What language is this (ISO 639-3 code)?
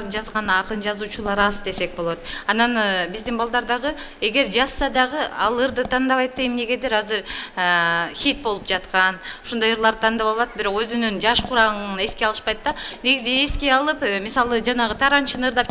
kir